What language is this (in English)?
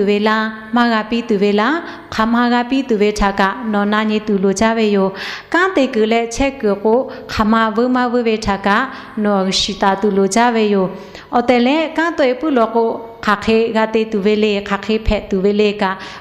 Lahu